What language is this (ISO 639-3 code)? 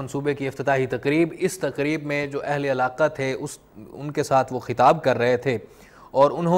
urd